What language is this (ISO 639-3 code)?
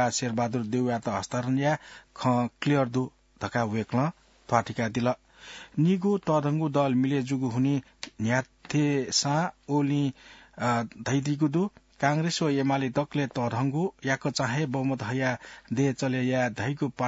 new